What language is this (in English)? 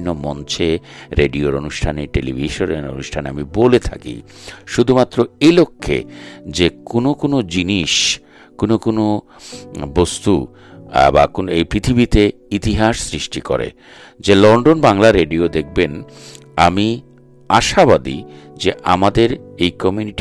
Bangla